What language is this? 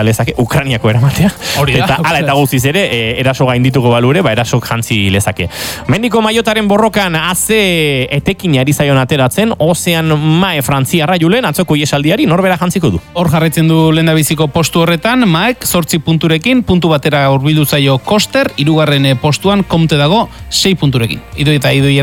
Basque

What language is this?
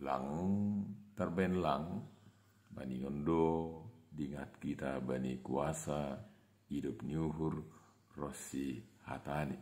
Batak Simalungun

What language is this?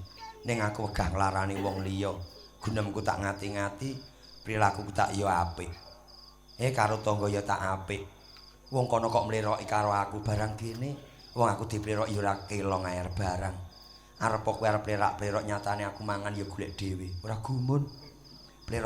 Javanese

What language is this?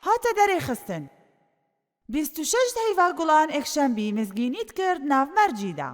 Kurdish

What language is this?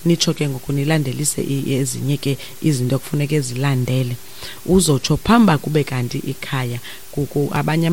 Xhosa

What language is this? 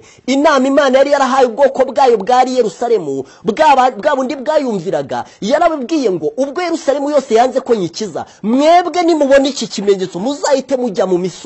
Kinyarwanda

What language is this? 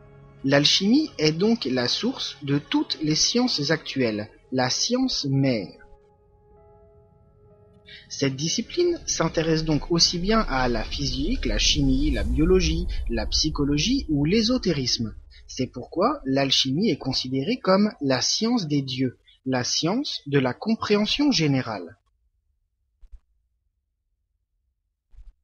French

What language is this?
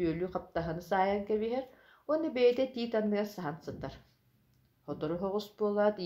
Yakut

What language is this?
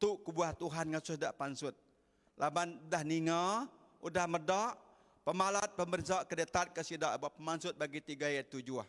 Iban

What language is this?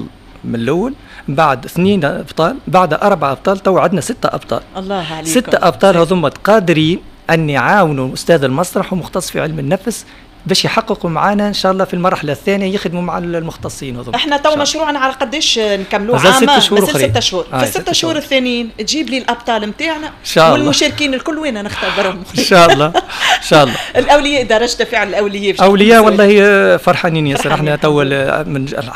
Tunisian Arabic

